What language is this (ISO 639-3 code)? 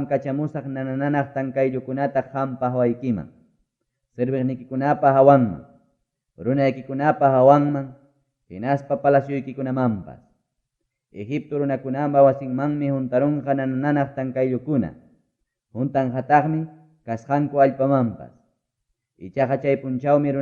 quy